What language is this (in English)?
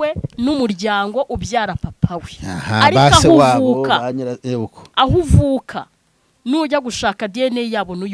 Kinyarwanda